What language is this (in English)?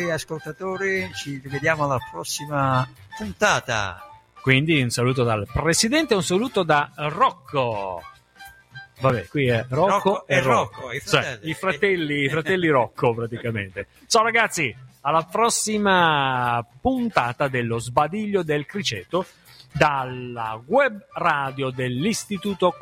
Italian